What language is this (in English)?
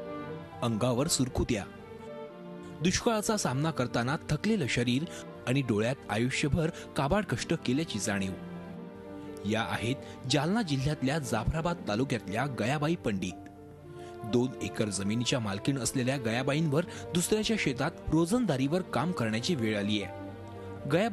Marathi